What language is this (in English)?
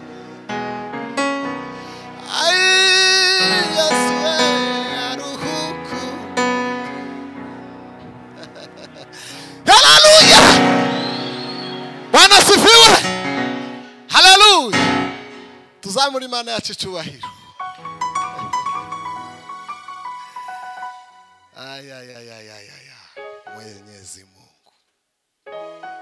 Kinyarwanda